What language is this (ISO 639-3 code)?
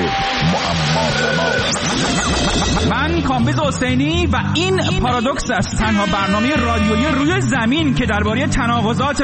fas